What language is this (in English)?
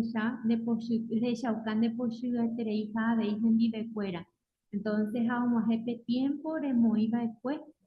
Guarani